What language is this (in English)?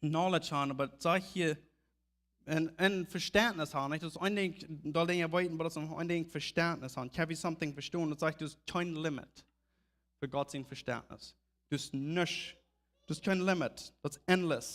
Plautdietsch